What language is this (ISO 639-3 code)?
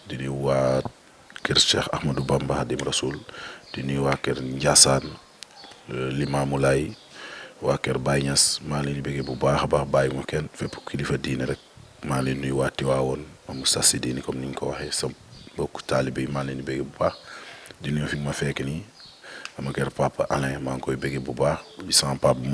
wol